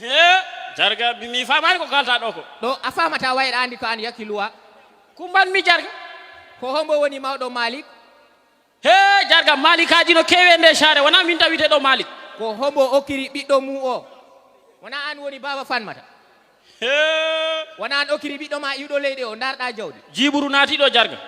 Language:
Fula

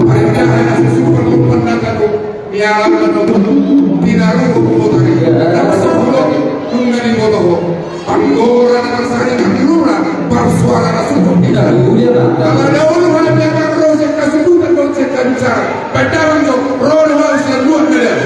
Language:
Batak Toba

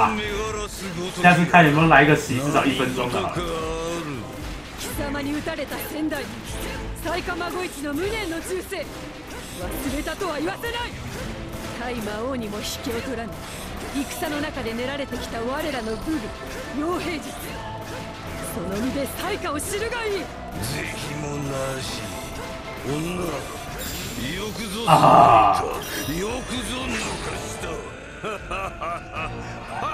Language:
Japanese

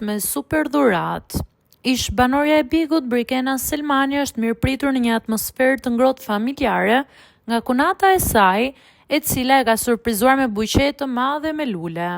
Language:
Albanian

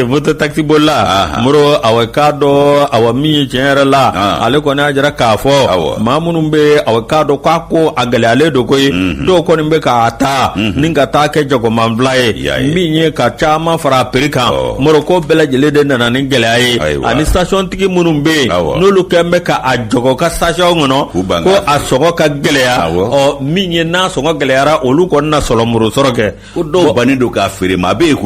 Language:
Bambara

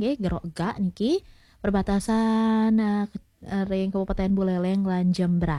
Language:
Balinese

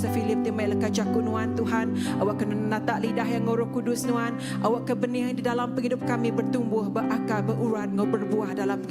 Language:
Iban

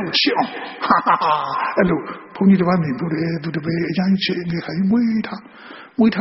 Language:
Burmese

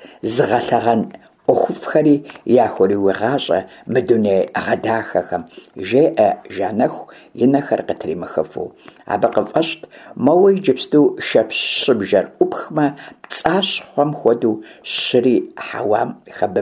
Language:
Kabardian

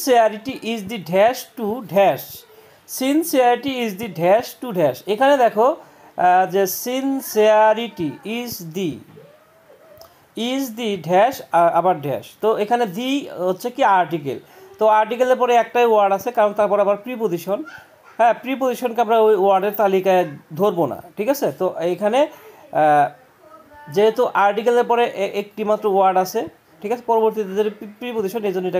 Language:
Bangla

